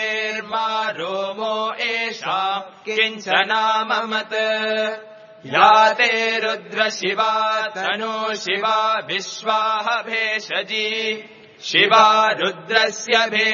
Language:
Sanskrit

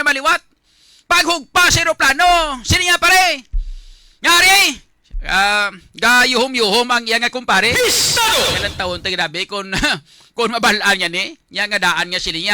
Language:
Hiligaynon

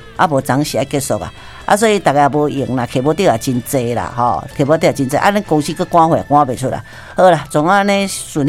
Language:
Min Nan Chinese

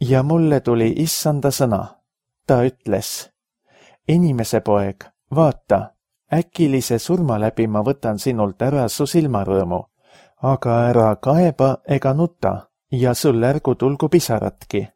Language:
Estonian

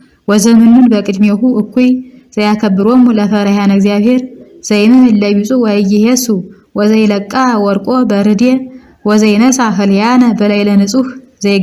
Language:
Amharic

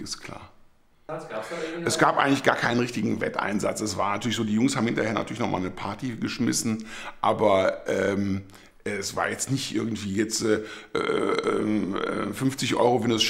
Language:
German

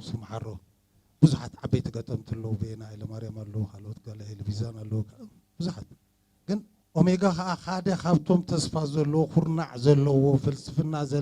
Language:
Tigrinya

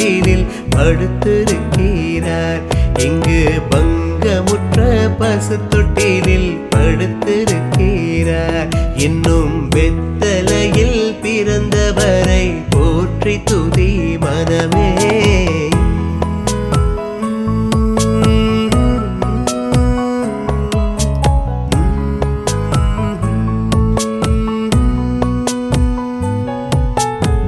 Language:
Tamil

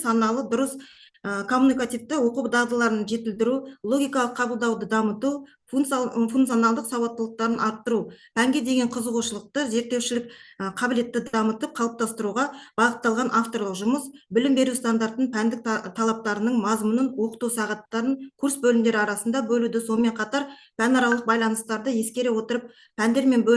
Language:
Kazakh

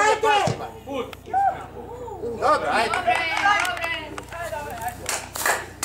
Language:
Croatian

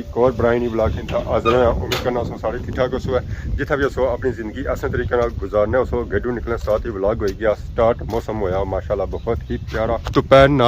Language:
Pahari-Potwari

